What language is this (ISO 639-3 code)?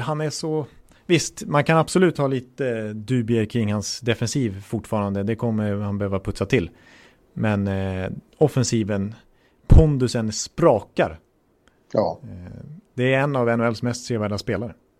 swe